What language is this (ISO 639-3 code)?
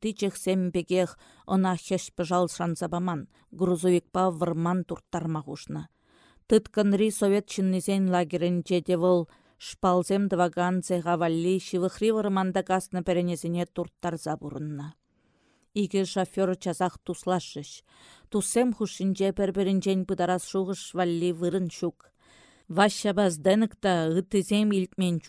chv